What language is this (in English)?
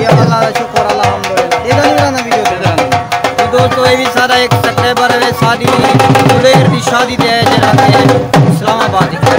Saraiki